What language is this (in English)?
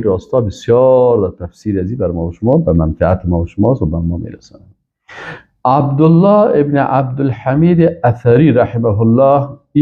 Persian